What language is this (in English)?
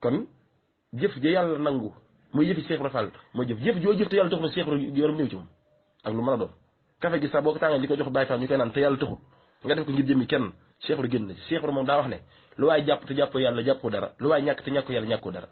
Wolof